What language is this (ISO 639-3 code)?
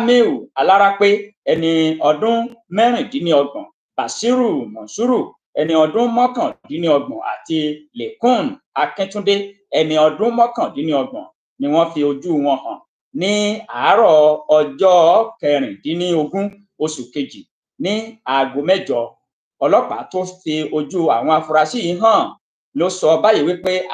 yor